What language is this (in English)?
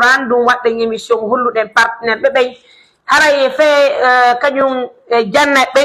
Pular